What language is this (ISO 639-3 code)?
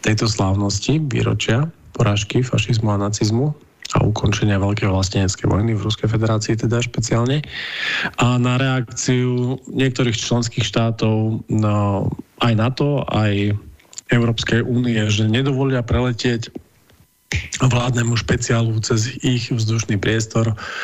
slk